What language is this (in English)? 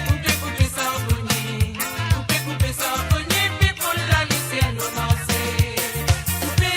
Morisyen